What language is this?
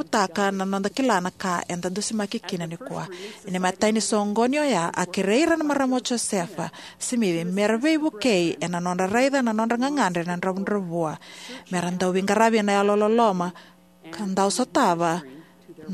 Fijian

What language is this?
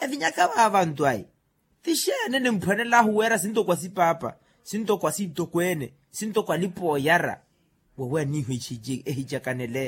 Makhuwa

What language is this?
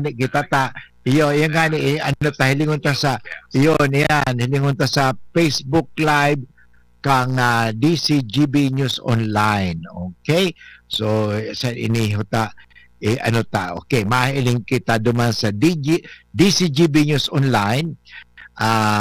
Bikol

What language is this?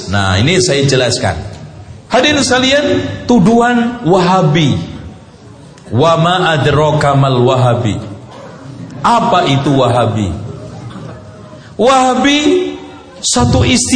Indonesian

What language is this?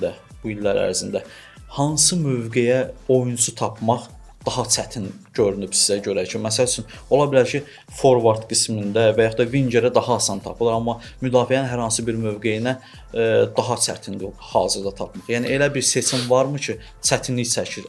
Azerbaijani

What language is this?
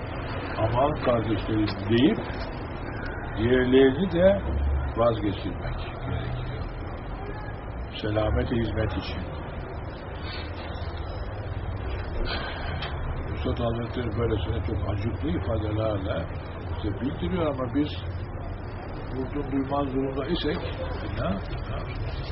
Turkish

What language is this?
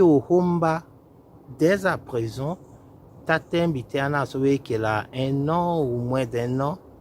Tetela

